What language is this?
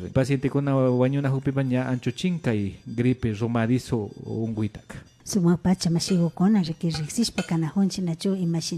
Imbabura Highland Quichua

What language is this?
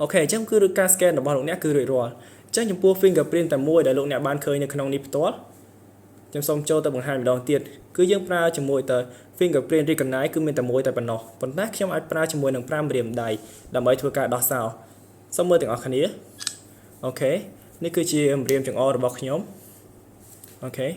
Khmer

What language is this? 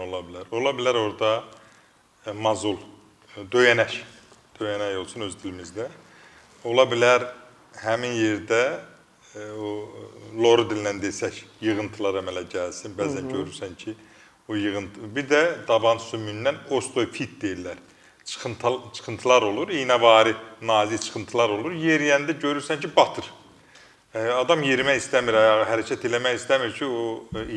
Azerbaijani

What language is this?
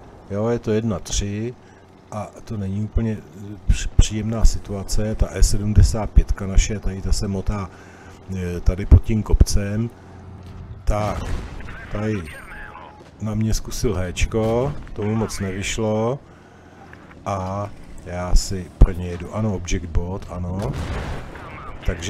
Czech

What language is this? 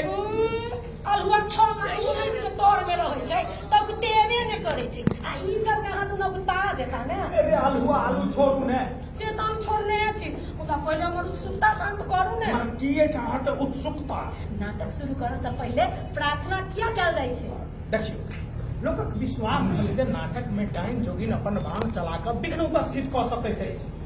Maithili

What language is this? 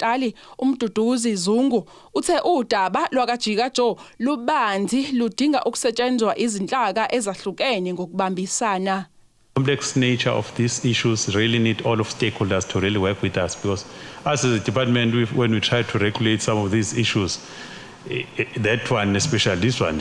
Zulu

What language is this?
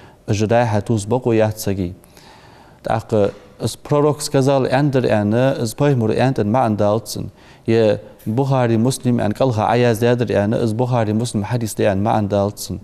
Ingush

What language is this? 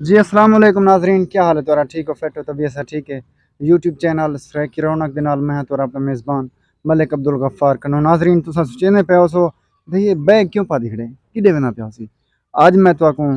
Saraiki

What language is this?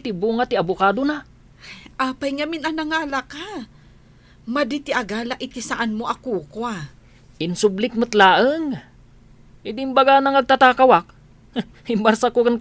Iloko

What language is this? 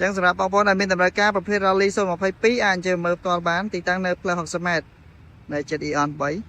Khmer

